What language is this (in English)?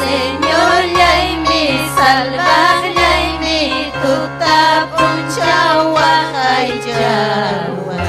Ayacucho Quechua